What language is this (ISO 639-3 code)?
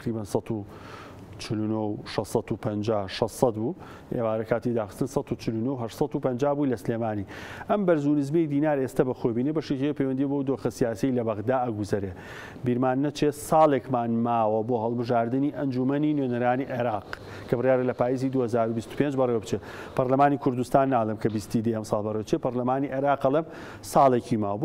ckb